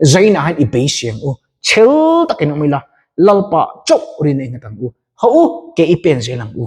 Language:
Mizo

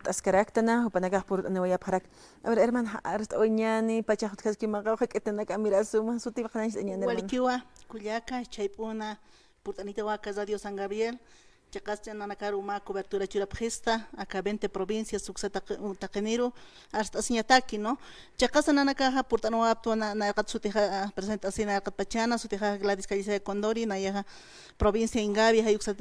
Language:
Aymara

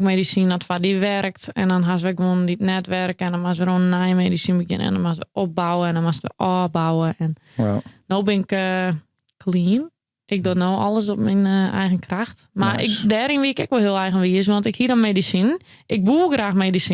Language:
Western Frisian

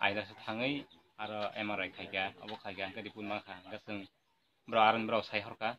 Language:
Kok Borok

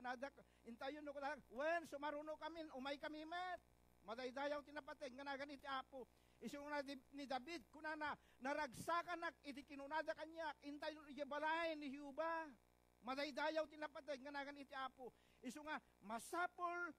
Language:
Iloko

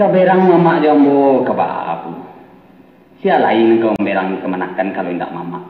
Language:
Minangkabau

